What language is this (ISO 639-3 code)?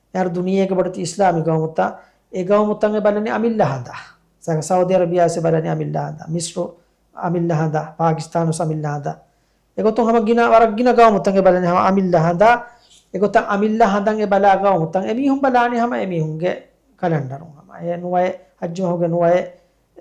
div